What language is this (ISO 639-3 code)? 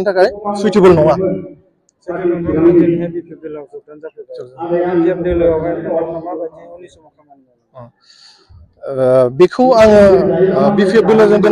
brx